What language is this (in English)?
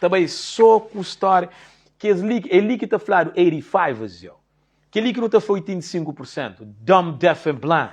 Kabuverdianu